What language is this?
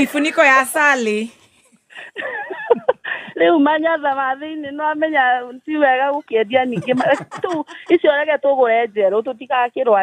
Kikuyu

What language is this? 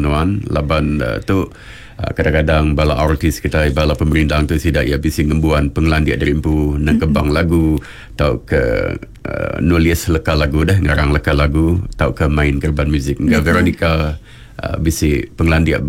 Iban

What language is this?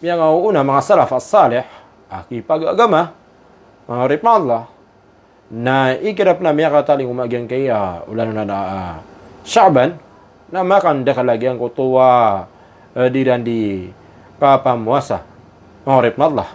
Maranao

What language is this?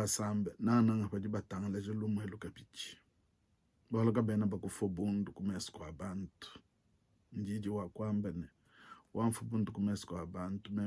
Luba-Lulua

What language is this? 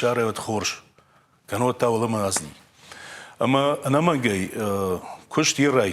Ossetic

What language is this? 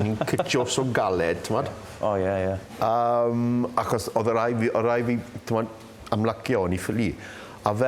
Welsh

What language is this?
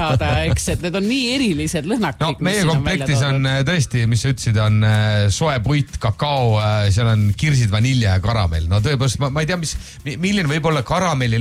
Estonian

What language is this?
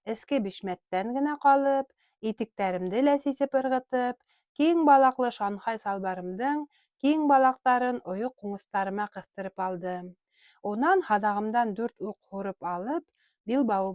Bashkir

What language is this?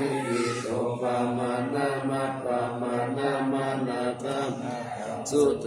Pali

